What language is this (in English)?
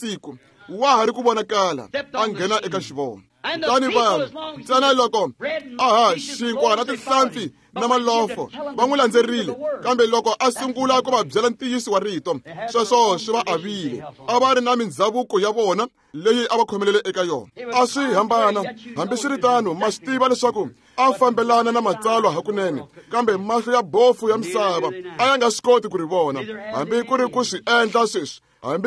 Tsonga